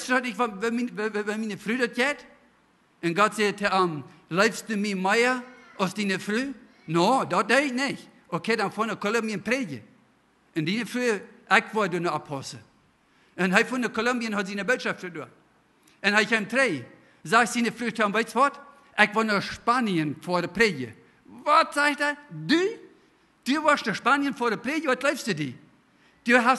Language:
Plautdietsch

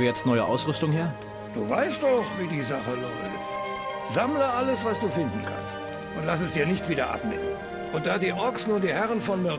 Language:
Bavarian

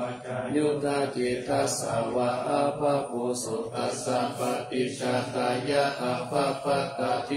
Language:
Pali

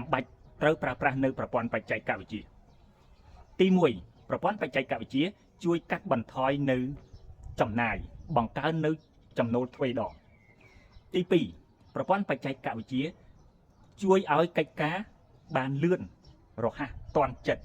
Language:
Khmer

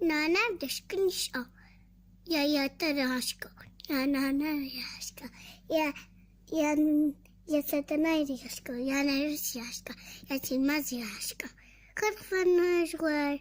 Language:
Adyghe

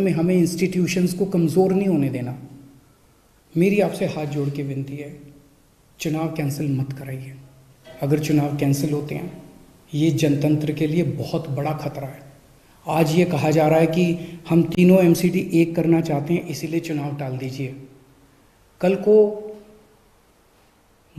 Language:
Hindi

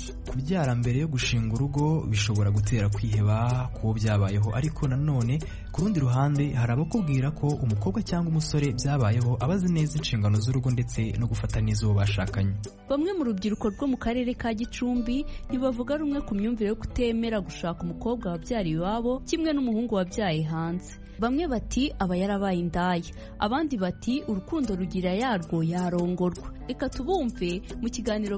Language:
Kinyarwanda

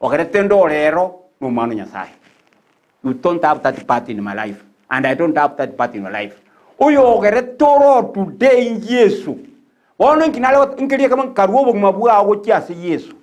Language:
Gusii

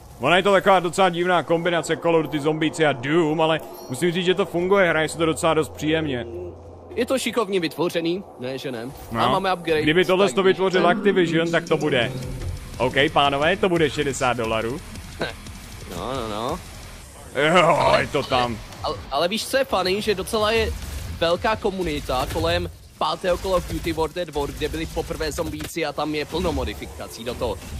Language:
Czech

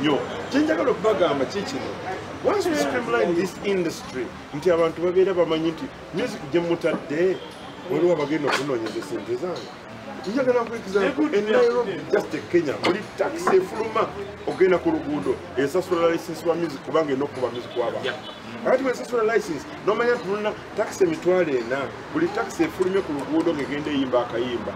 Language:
Ganda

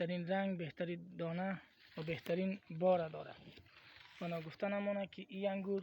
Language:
Tajik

